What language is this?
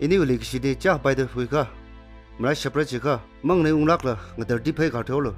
Tangkhul Naga (India)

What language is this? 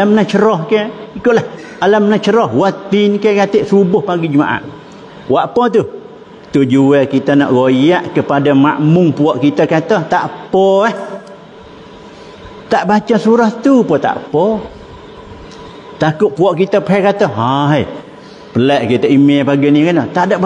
Malay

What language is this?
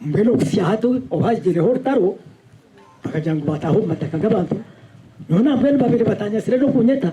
Nyankole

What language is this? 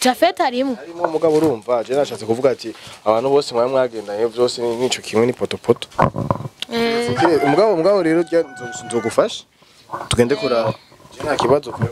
Rundi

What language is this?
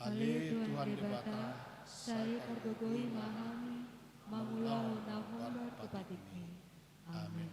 Batak Toba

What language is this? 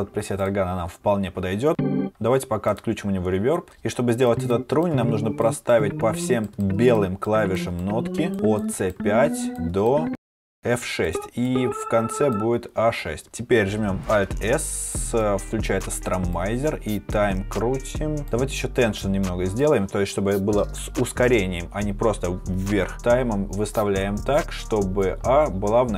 Russian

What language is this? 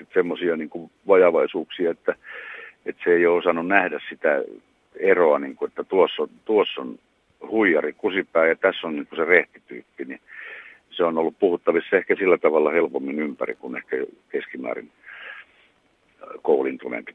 Finnish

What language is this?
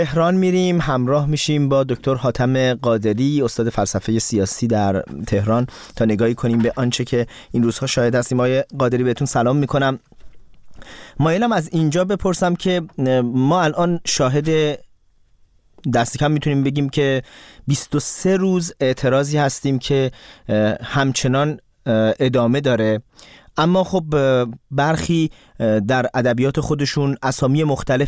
Persian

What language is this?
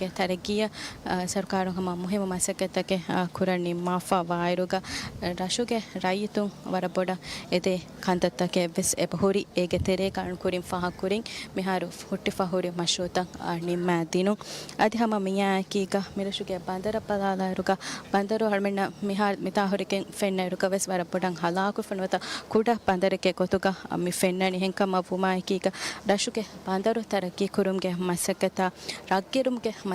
Divehi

